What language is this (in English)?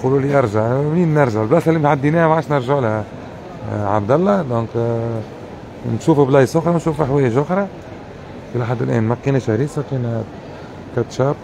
Tunisian Arabic